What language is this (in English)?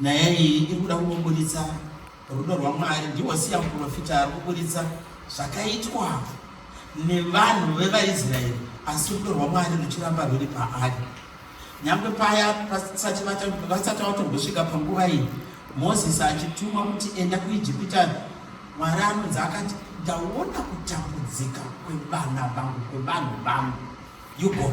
Shona